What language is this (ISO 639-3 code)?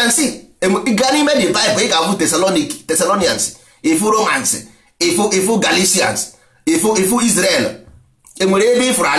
ibo